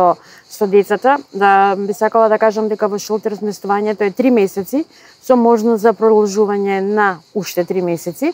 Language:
Macedonian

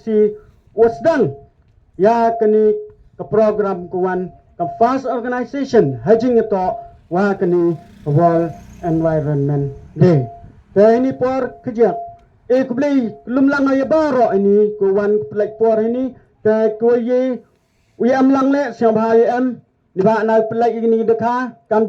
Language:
Khasi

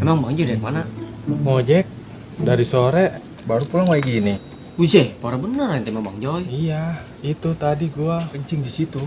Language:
Betawi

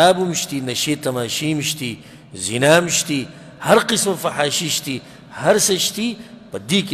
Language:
Pashto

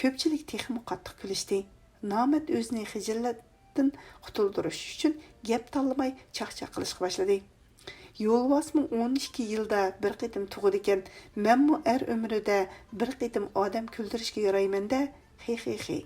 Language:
Uyghur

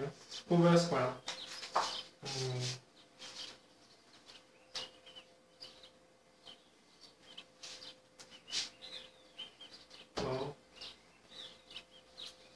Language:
Portuguese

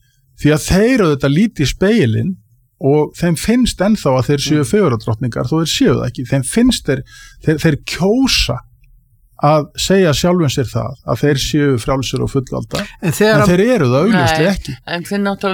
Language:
Icelandic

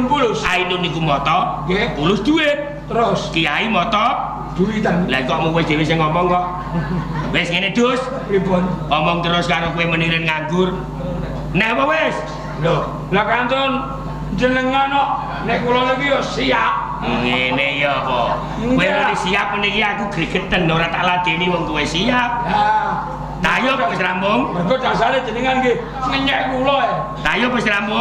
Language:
Javanese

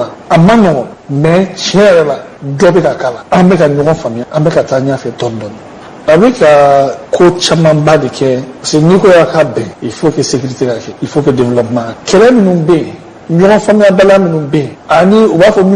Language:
Bambara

